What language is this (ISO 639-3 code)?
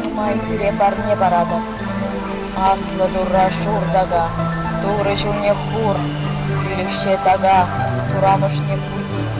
chv